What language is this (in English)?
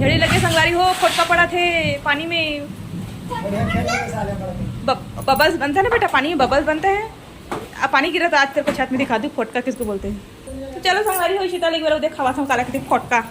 Chhattisgarhi